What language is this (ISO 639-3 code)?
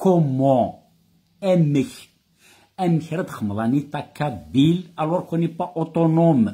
kab